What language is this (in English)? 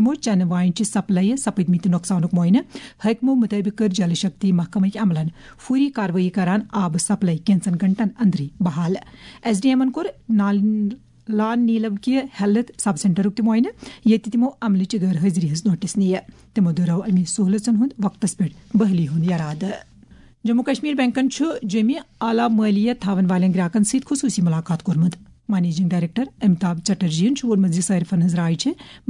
Kashmiri